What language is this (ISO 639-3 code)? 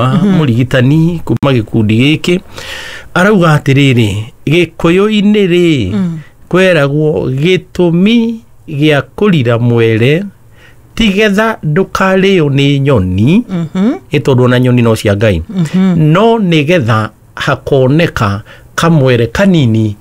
kik